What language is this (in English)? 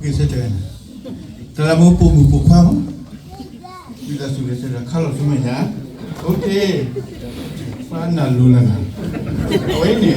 S'gaw Karen